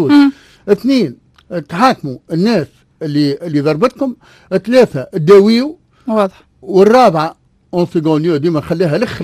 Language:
Tunisian Arabic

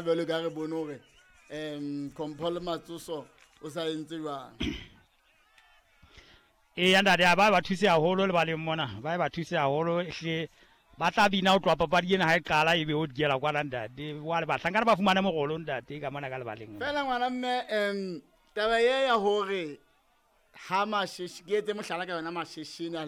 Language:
Southern Sotho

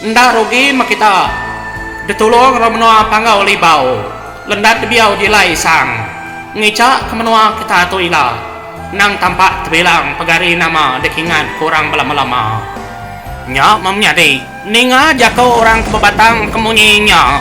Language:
Iban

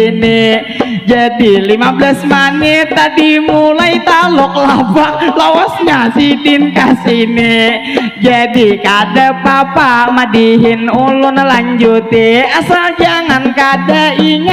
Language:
Banjar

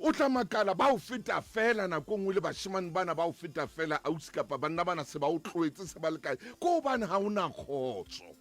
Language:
Southern Sotho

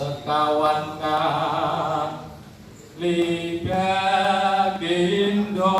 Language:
Javanese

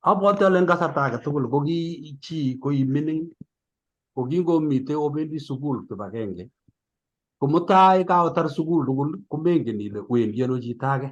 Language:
Kalenjin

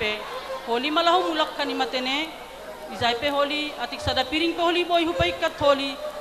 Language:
Batak Simalungun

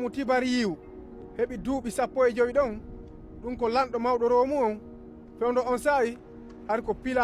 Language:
Fula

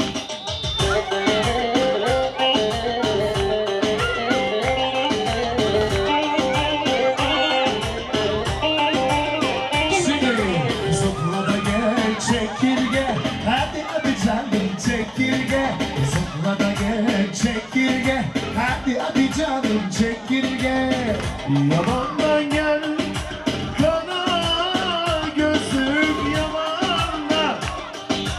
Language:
Turkish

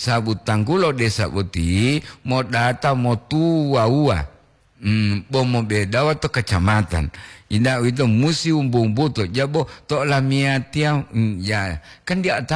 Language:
Gorontalo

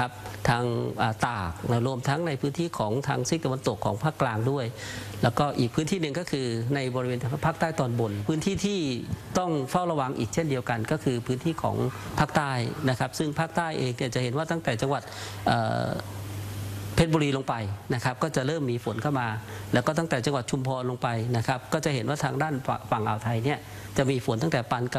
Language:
Thai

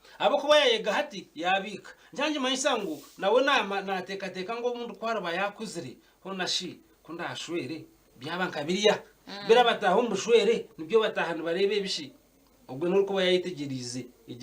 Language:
Nyankole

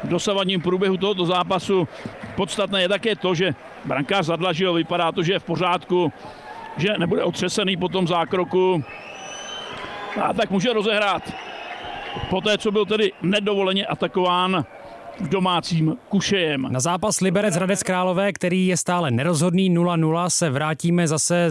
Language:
Czech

